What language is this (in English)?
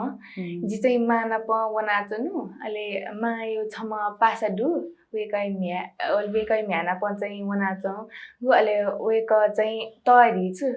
Newari